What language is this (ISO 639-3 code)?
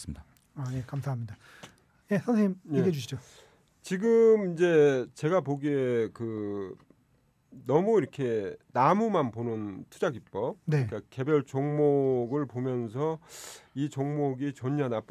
kor